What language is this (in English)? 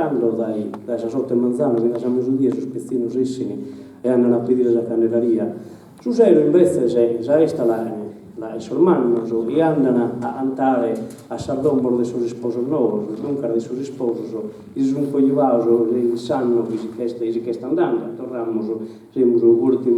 Sardinian